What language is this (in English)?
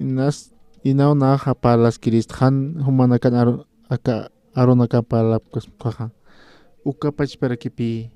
Aymara